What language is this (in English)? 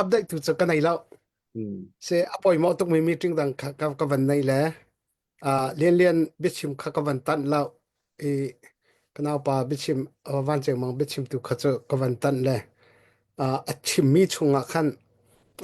Hakha Chin